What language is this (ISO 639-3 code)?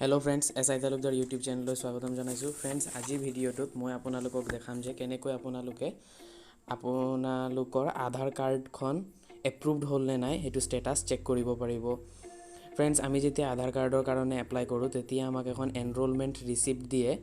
asm